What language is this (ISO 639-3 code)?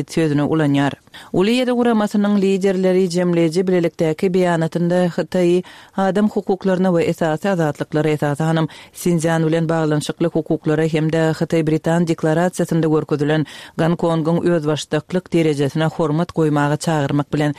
tuk